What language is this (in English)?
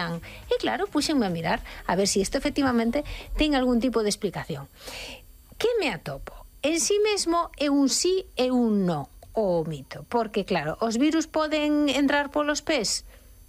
Galician